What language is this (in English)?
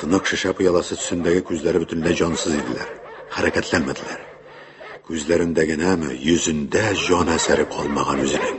Tatar